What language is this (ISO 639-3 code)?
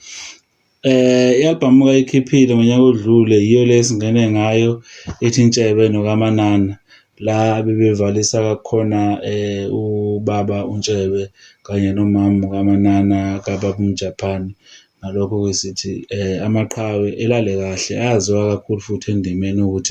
zul